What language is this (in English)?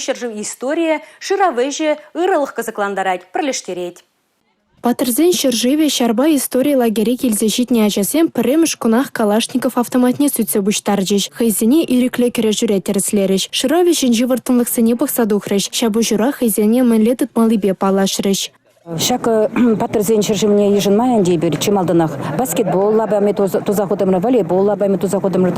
Chuvash